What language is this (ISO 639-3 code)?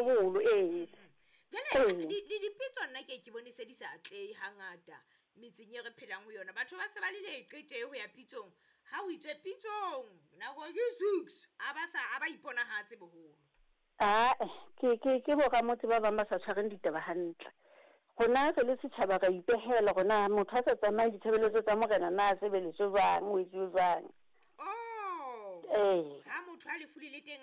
sot